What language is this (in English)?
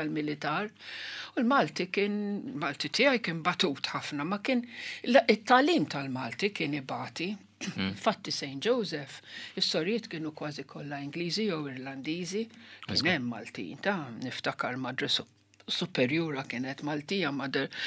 Maltese